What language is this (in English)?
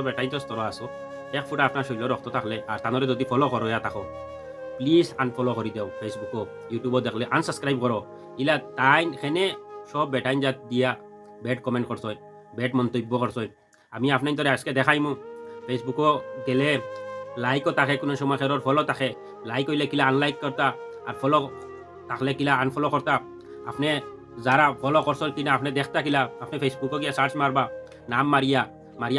Sylheti